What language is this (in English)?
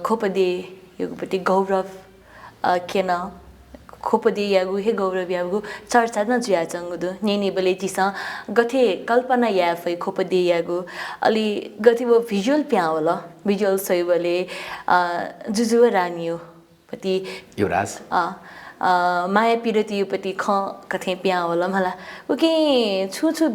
Newari